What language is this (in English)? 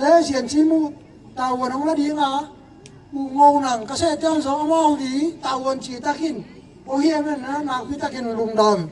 Tedim Chin